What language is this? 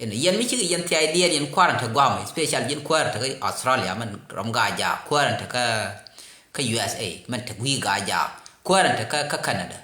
Nuer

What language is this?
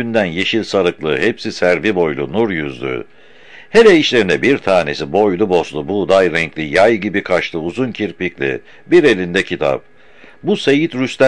Turkish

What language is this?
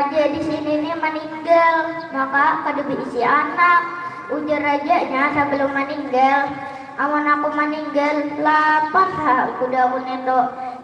Banjar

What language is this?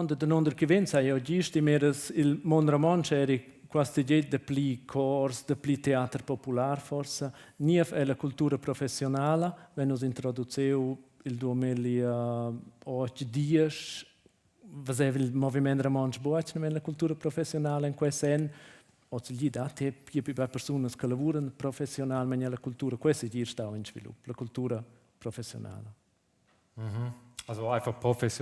Romansh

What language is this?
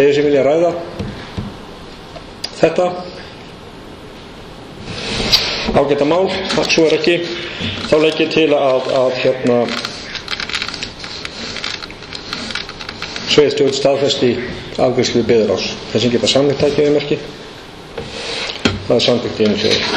Icelandic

